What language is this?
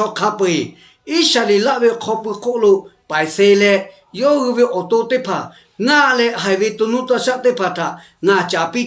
Lahu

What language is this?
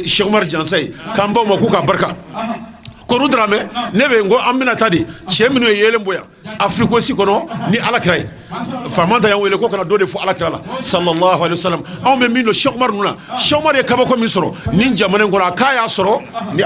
Bambara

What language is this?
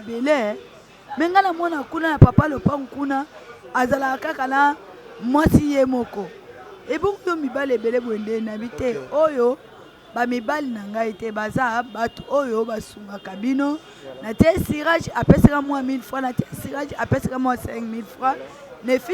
Lingala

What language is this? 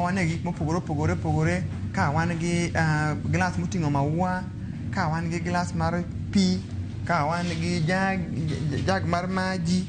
Luo (Kenya and Tanzania)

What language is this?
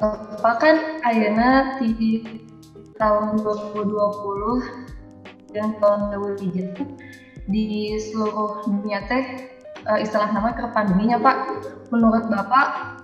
Sundanese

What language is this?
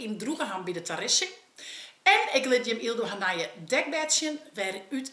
Western Frisian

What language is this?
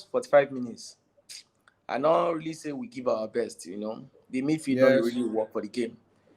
Nigerian Pidgin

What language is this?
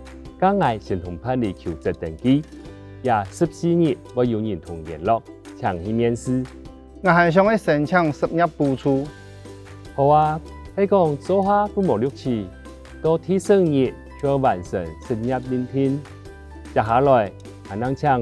Hakka Chinese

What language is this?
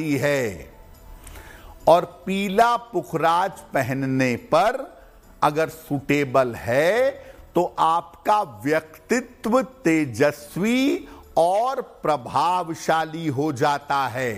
Hindi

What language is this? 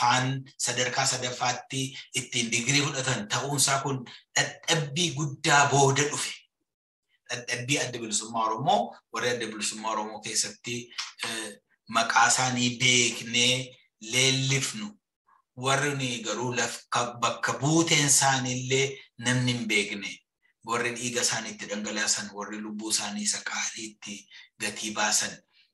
Oromo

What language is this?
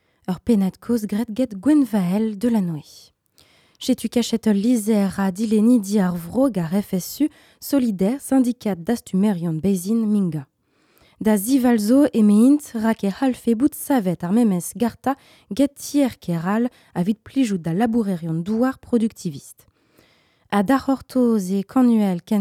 Breton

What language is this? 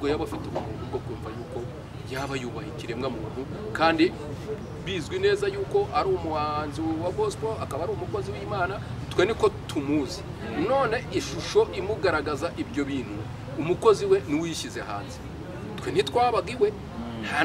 Kinyarwanda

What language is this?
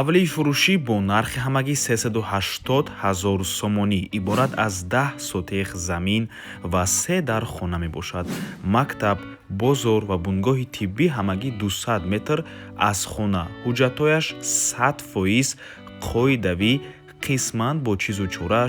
Tajik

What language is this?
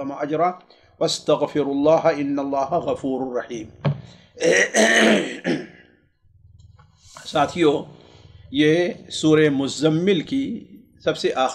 Urdu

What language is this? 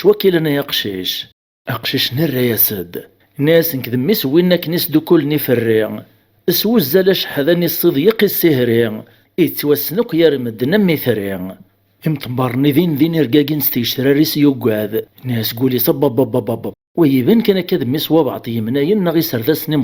Kabyle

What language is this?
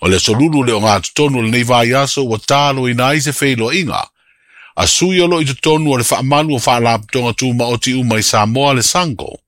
Samoan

